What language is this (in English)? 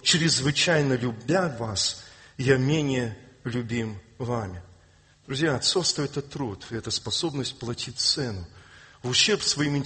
Russian